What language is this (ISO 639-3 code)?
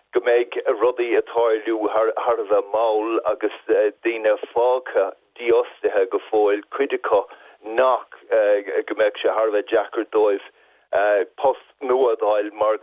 gle